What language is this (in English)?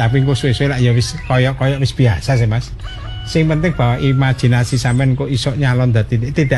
Javanese